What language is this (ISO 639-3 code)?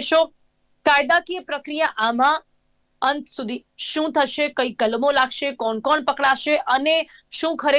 guj